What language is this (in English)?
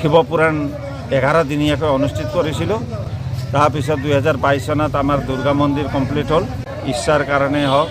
Assamese